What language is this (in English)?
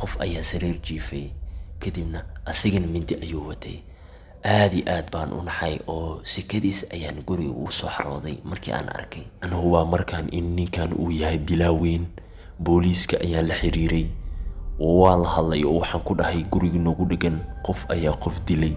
Somali